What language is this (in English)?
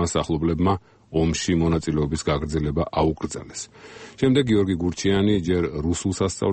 Georgian